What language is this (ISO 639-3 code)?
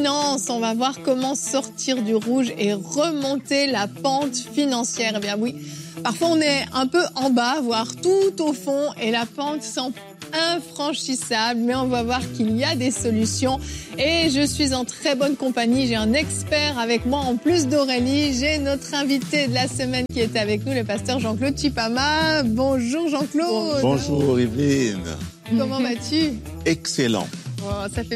fra